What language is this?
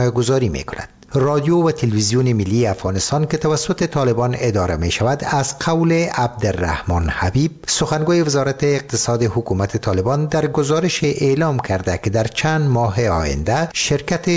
Persian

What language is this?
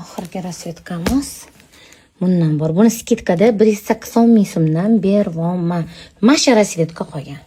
Uzbek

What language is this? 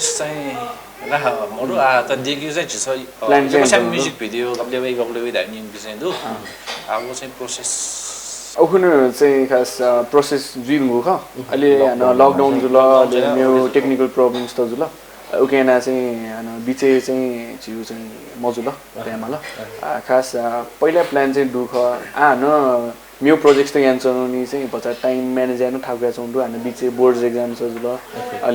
Newari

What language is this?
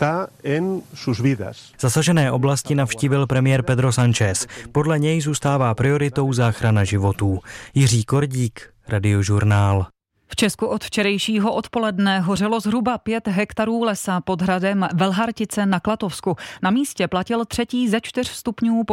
Czech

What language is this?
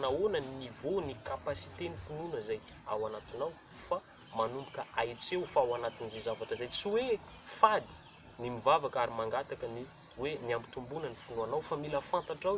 Malagasy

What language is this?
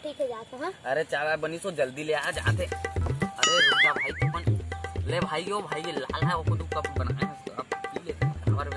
Chhattisgarhi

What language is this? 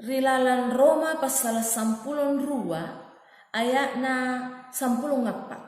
Makasar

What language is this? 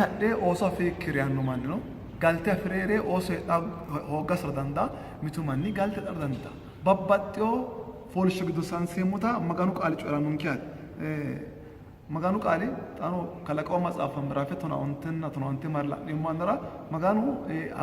Sidamo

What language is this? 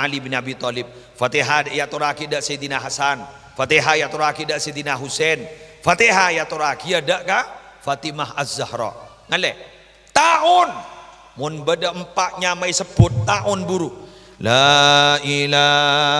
Madurese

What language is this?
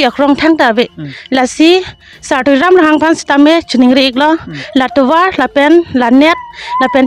Karbi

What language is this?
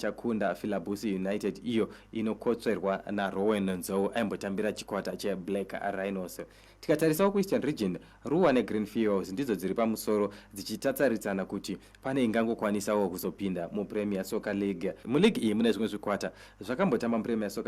Shona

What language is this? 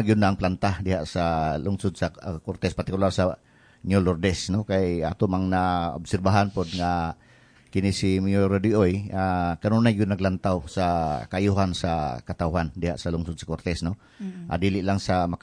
Cebuano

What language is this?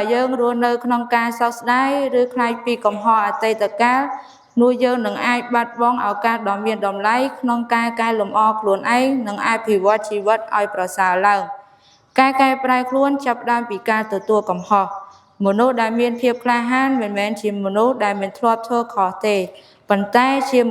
Khmer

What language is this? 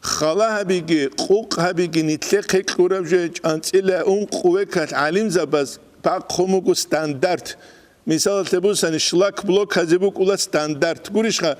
Avaric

